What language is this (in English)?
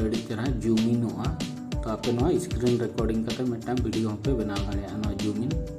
Santali